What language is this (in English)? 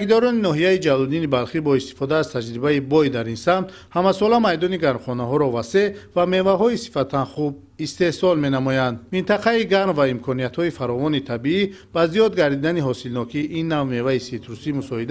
Tajik